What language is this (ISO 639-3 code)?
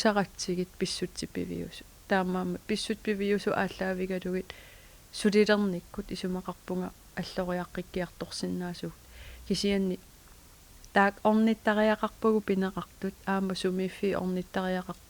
kal